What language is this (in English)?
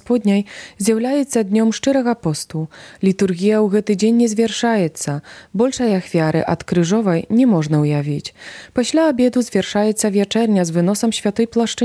Belarusian